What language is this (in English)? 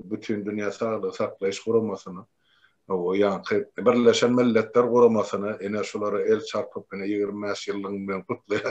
Turkmen